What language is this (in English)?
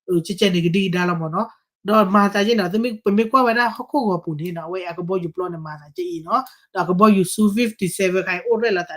S'gaw Karen